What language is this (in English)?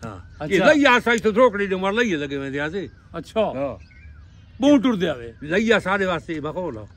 Saraiki